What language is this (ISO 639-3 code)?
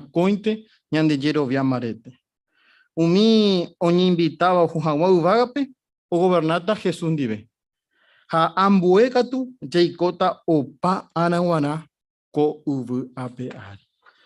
grn